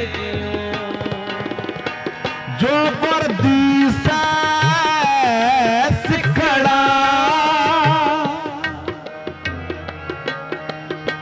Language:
Punjabi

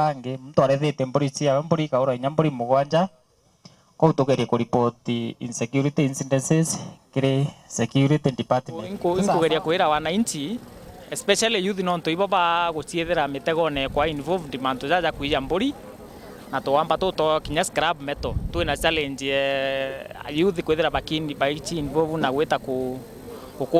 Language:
Meru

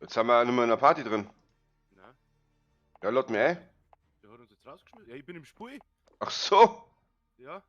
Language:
Bavarian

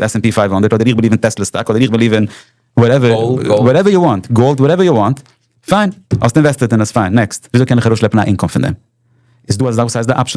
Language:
Yiddish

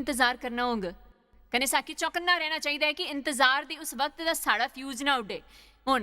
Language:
Dogri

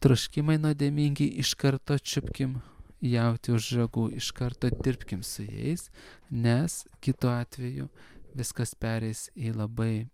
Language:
Lithuanian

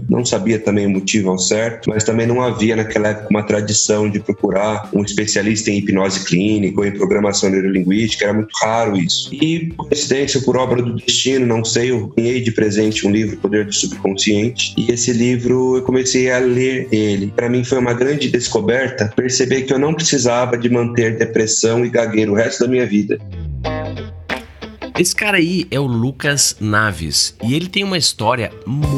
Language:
Portuguese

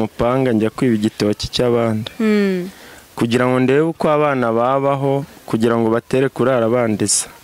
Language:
Kinyarwanda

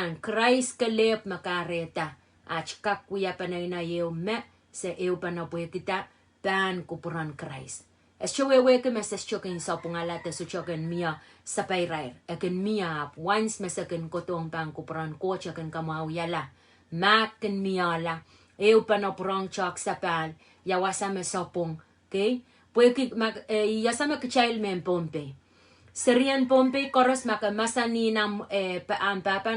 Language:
Pohnpeian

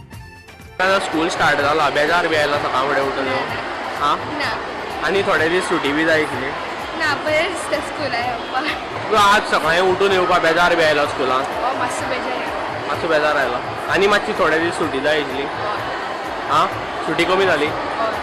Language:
Konkani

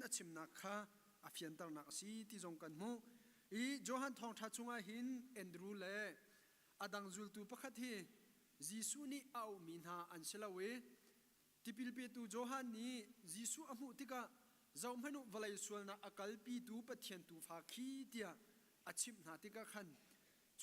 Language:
Hakha Chin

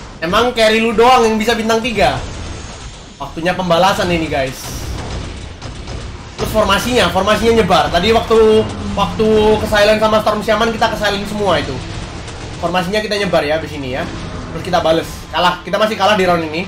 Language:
Indonesian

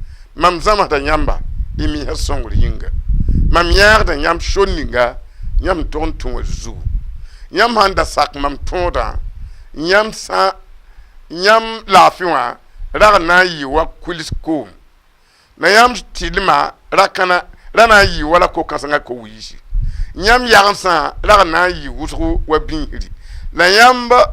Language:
Mossi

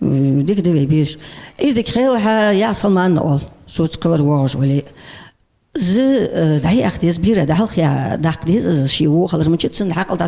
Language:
Ingush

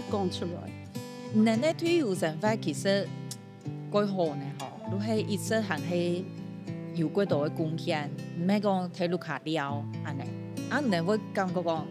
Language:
Hakka Chinese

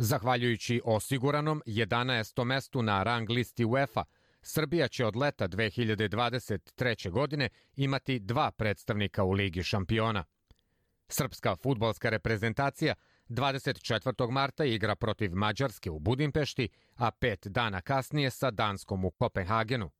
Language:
Serbian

